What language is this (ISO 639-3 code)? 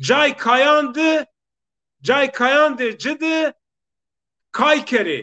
zza